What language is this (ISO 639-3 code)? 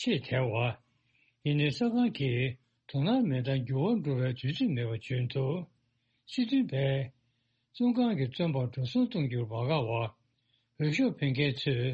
bod